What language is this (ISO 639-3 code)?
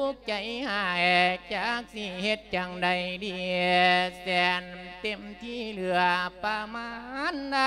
lao